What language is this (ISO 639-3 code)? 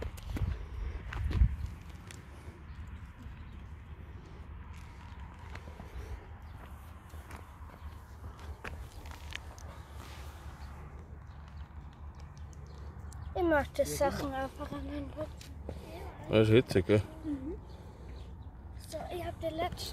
deu